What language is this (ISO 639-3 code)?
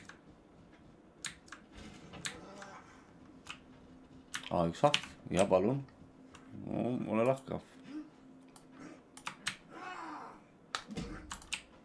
est